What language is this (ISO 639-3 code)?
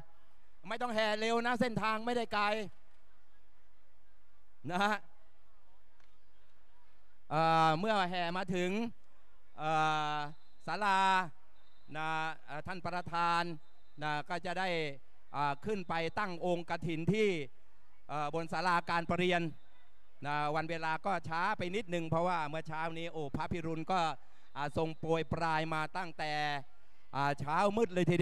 tha